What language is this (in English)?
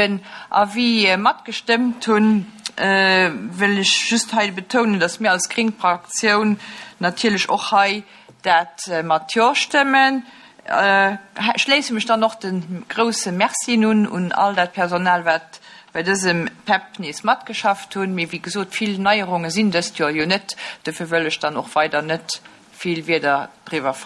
Luxembourgish